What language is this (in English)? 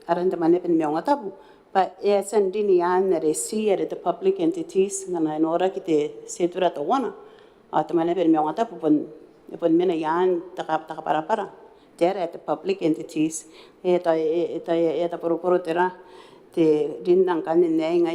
Gilbertese